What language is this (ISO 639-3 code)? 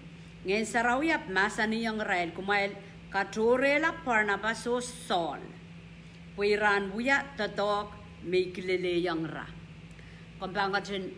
pon